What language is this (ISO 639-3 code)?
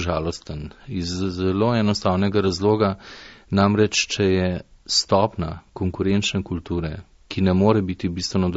slv